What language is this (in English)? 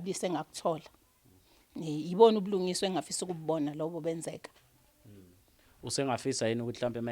Zulu